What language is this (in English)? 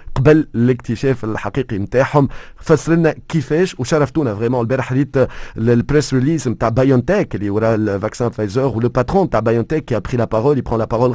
Tunisian Arabic